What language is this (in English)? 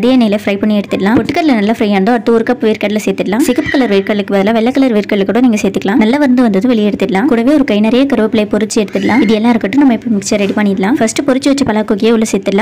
Tamil